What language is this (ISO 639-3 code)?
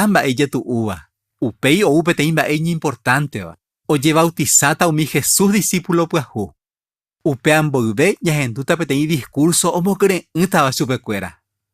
grn